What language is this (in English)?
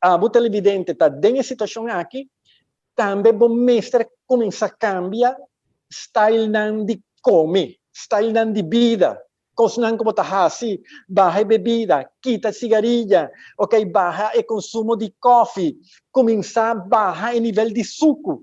Papiamento